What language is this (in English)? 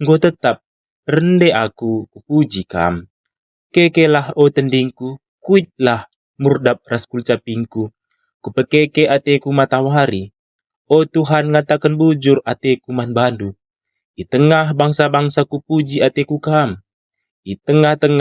Batak Karo